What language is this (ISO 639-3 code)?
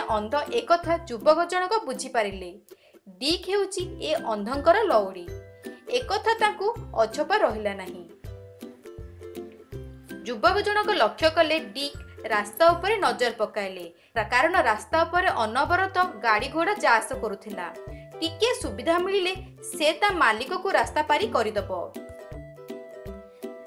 ori